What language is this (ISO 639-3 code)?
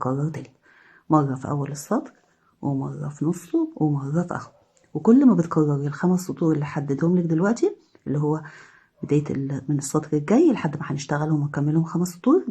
arz